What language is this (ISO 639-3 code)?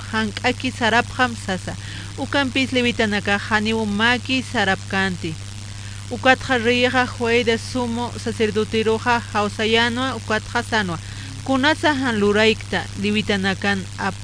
aym